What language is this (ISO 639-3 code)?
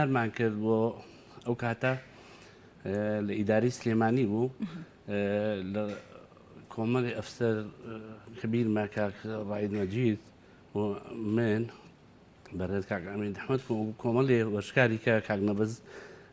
ckb